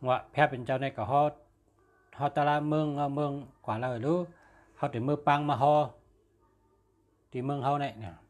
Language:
Shan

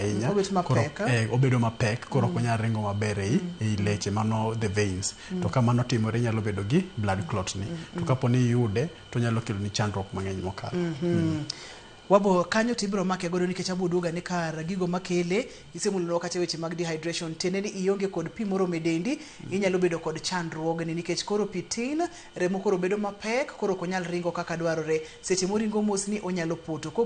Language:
Luo (Kenya and Tanzania)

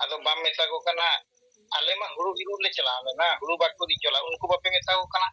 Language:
Santali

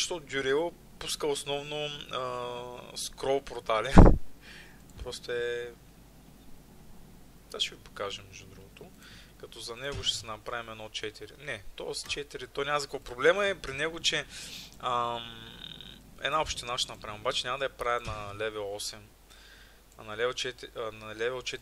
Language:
Bulgarian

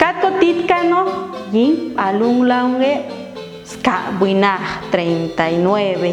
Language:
Popti'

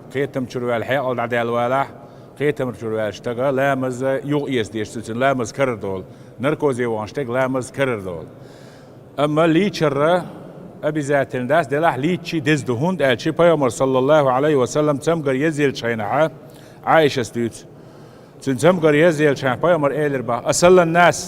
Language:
Chechen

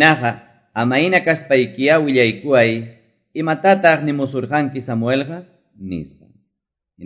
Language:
Quechua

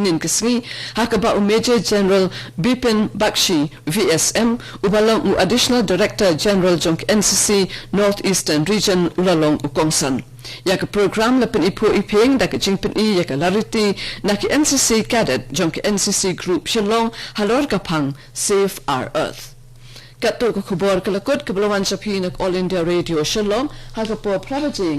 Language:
Khasi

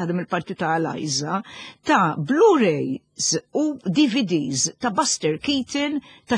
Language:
Maltese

